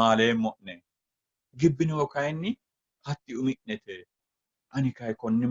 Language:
Sidamo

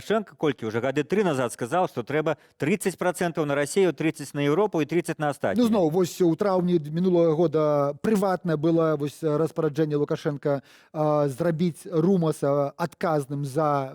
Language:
Belarusian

